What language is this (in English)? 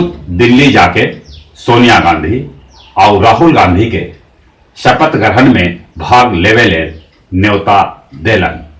Magahi